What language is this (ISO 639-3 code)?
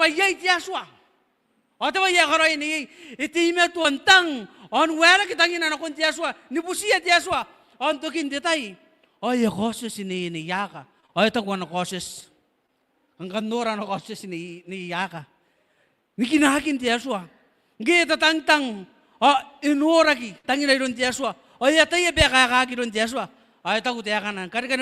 gil